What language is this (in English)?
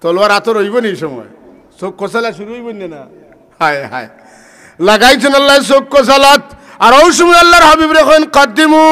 Sylheti